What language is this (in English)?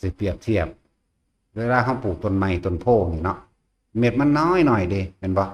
Northeastern Thai